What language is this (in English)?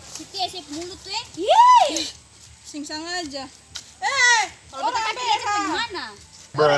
Ambonese Malay